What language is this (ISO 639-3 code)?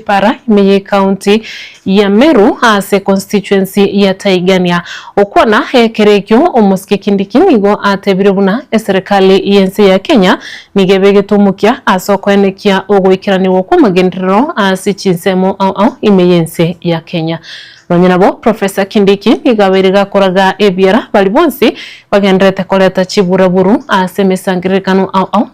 guz